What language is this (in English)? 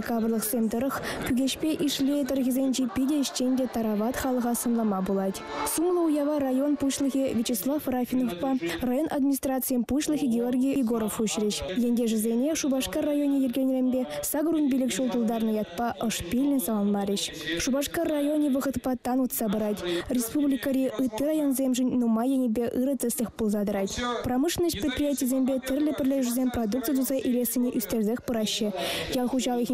Chuvash